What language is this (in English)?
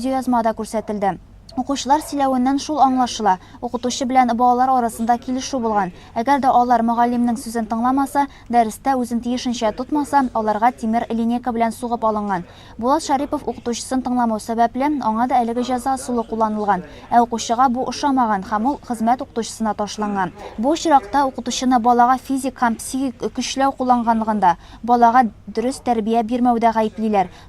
Tatar